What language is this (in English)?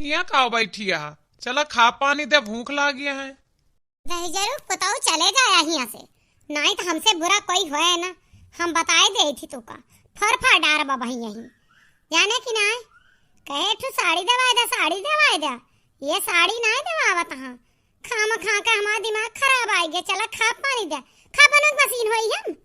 Awadhi